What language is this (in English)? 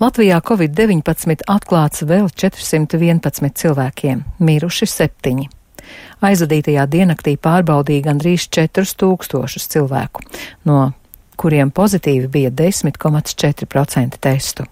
Latvian